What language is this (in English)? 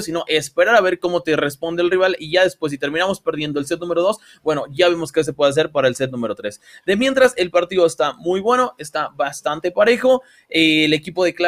Spanish